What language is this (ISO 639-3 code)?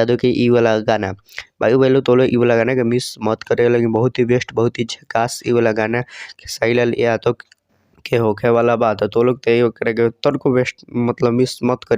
bho